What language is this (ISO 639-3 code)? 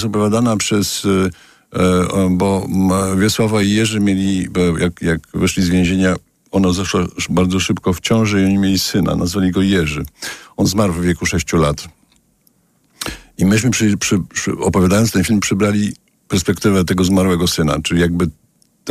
pol